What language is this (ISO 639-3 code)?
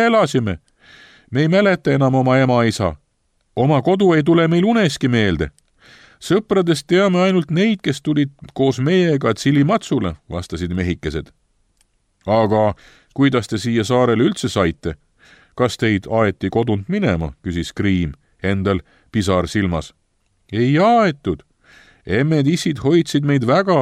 est